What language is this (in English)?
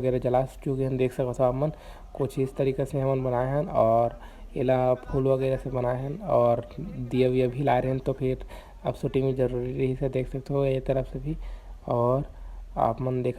Chhattisgarhi